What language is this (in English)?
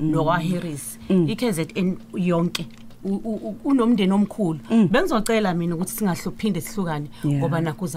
Zulu